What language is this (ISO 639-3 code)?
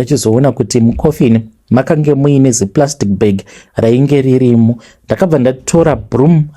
sna